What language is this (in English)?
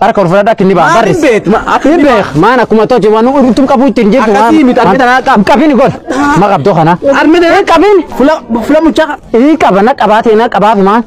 Oromo